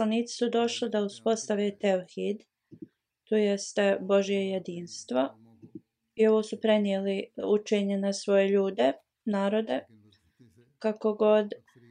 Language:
Bosnian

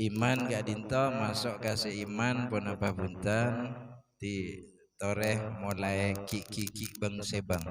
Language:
Madurese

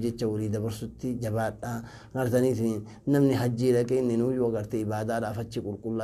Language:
Oromo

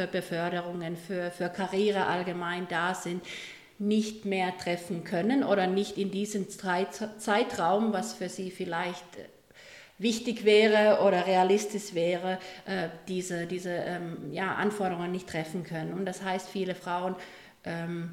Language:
German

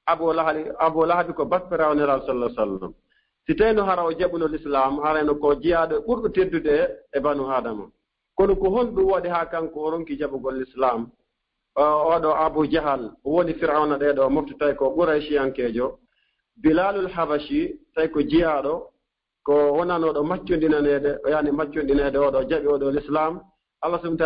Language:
Fula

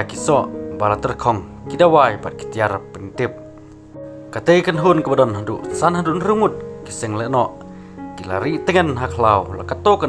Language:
Khasi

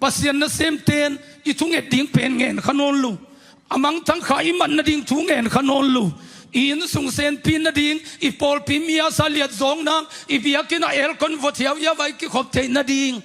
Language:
Tedim Chin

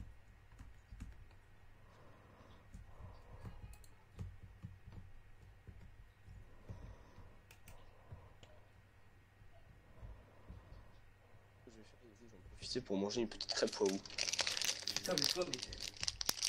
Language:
French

